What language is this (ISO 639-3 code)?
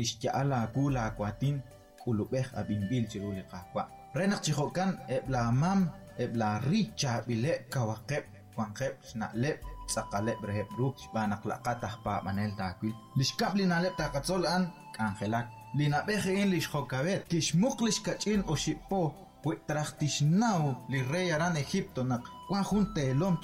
kek